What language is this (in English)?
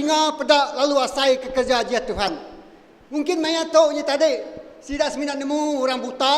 Iban